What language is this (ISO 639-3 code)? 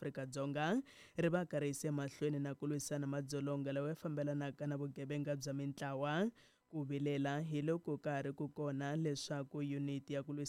tso